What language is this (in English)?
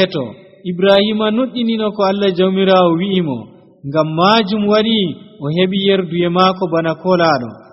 Nigerian Fulfulde